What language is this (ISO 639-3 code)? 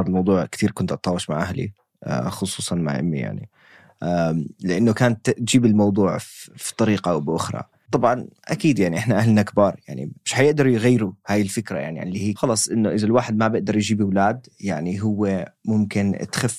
apc